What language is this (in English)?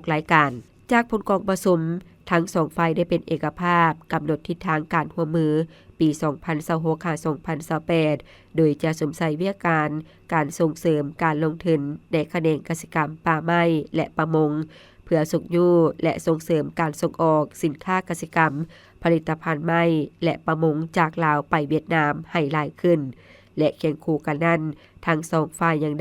Lao